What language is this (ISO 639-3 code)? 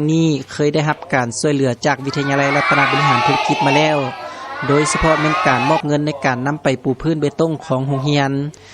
lao